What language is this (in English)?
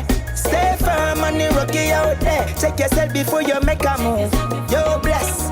Jamaican Creole English